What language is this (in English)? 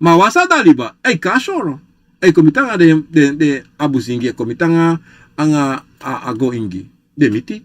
Sranan Tongo